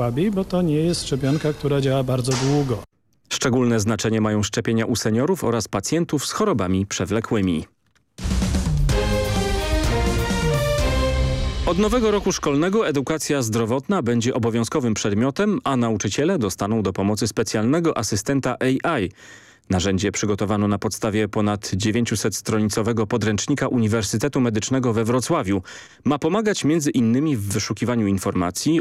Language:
Polish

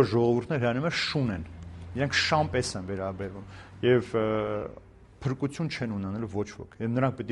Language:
Armenian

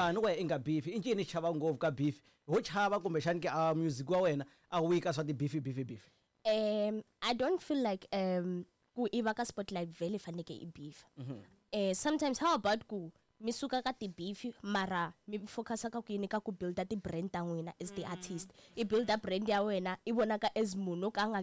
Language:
Tsonga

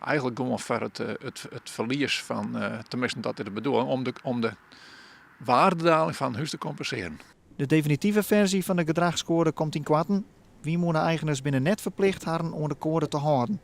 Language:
Western Frisian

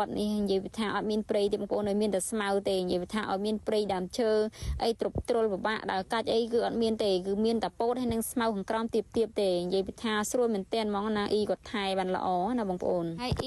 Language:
Khmer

